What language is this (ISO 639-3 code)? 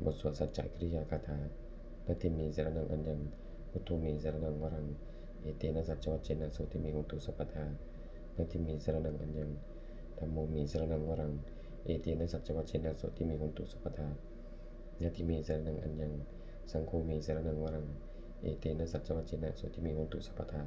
pli